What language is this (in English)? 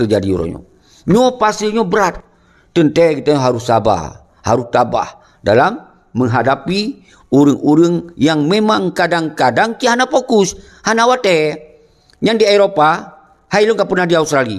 Achinese